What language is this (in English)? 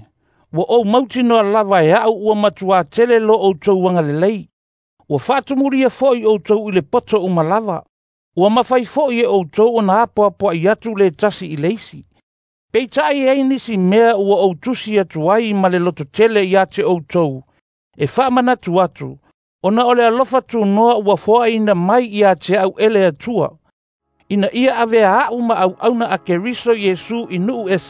Samoan